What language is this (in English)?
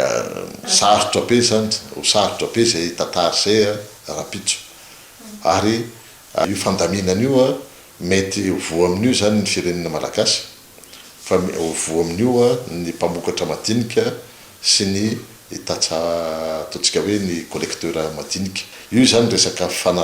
Malagasy